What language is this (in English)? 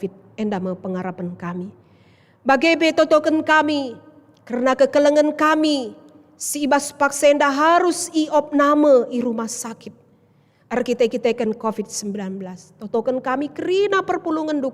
Batak Karo